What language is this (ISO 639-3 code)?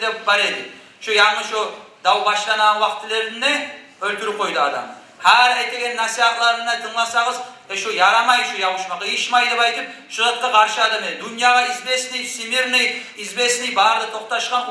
kum